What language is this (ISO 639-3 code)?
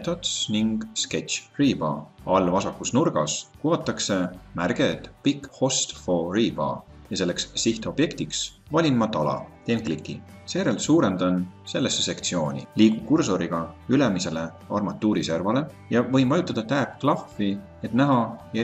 est